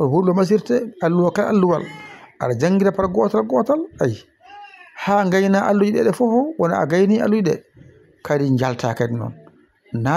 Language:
Fula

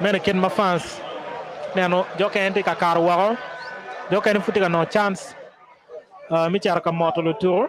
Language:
Acoli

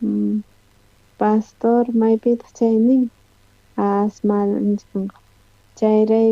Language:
South Bolivian Quechua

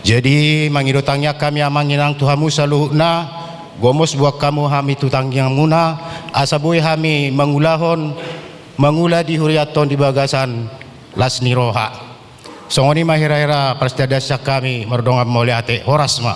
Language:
Batak Toba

